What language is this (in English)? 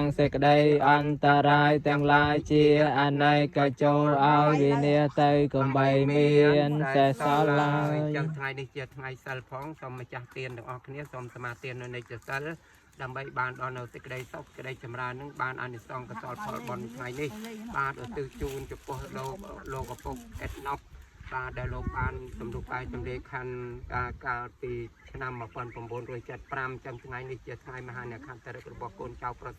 Khmer